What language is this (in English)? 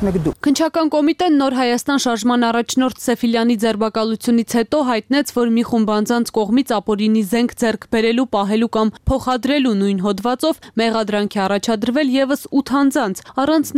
Armenian